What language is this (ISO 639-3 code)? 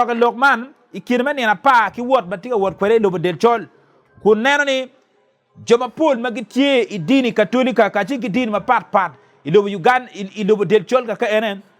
ach